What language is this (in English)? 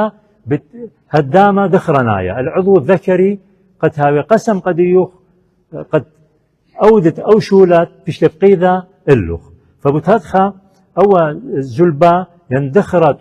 Assyrian Neo-Aramaic